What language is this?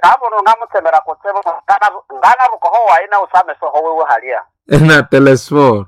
Nande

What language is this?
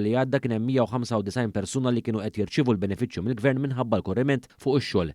Maltese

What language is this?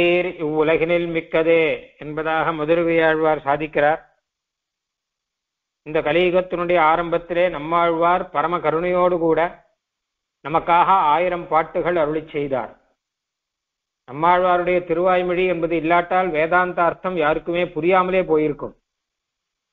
Tamil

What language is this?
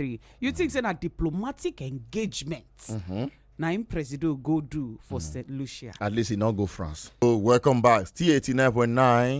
Nigerian Pidgin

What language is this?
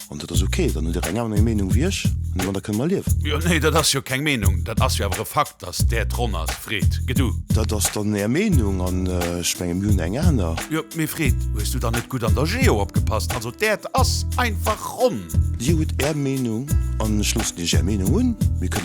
Luxembourgish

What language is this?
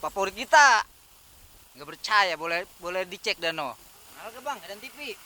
Betawi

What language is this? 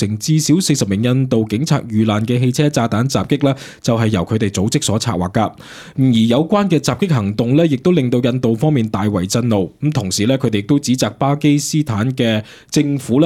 Cantonese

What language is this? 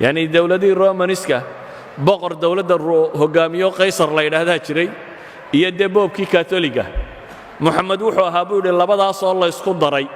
Somali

